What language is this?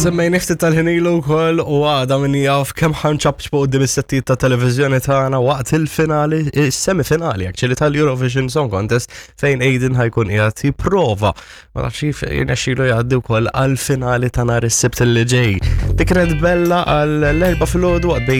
Maltese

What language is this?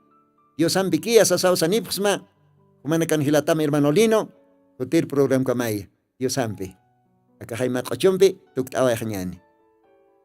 Aymara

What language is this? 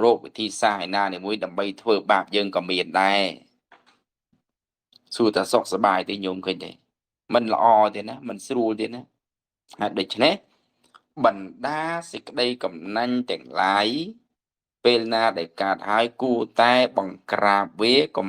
Khmer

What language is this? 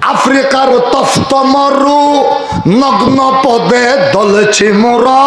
Rohingya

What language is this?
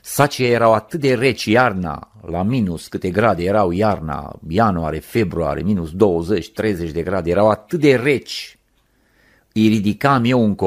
Romanian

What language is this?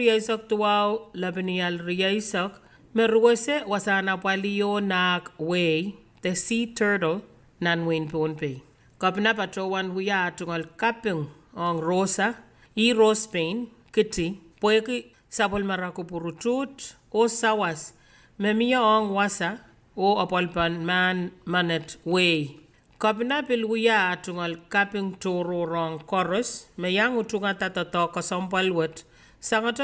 Pohnpeian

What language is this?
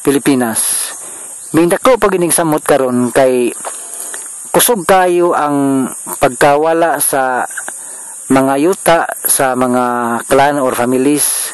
Cebuano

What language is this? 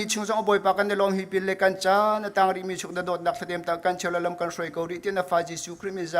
Hakha Chin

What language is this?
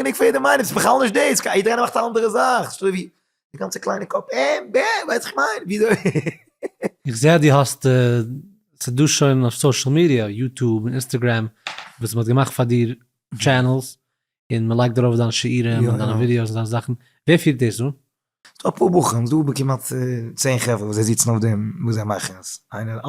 Yiddish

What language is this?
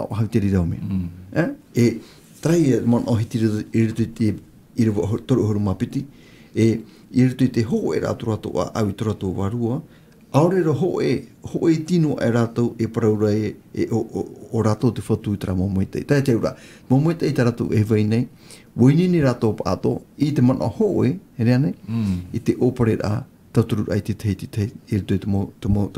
Tahitian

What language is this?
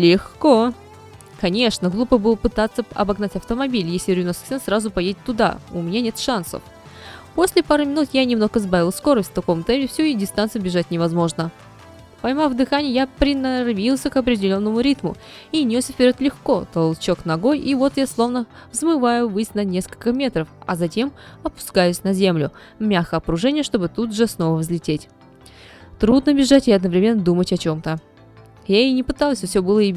Russian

